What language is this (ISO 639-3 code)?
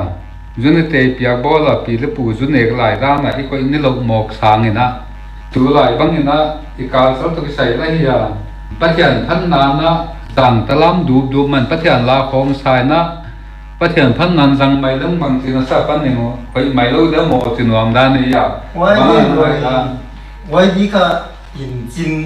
pck